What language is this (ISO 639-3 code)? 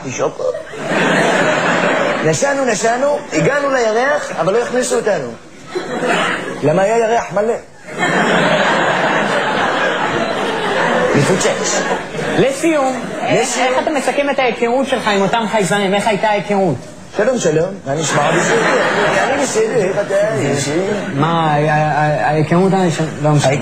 heb